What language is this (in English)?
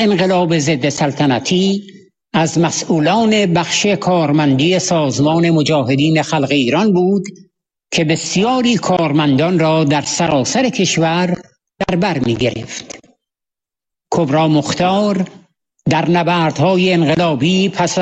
Persian